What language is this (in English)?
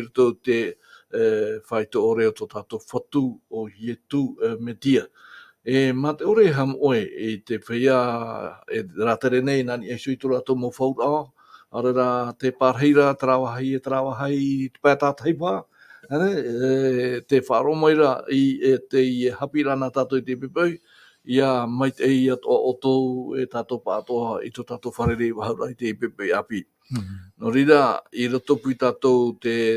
Tahitian